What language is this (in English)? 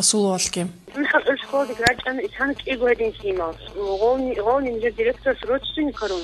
Avaric